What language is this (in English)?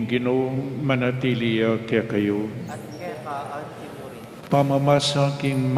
Pampanga